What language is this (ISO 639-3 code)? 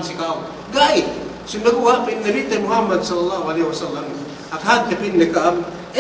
yka